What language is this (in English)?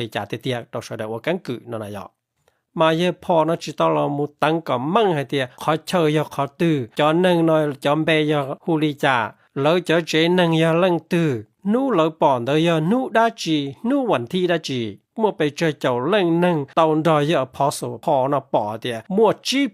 Hmong